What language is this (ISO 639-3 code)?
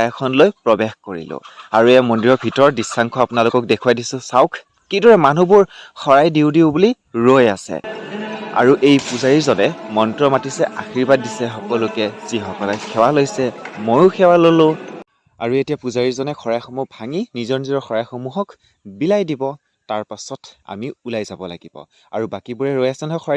asm